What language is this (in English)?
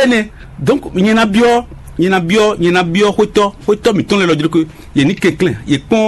Fon